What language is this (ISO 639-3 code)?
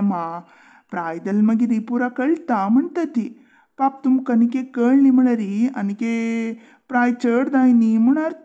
kok